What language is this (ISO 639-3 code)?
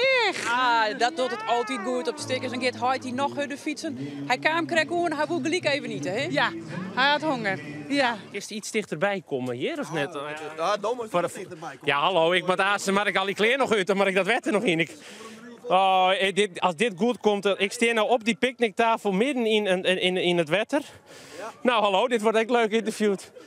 fry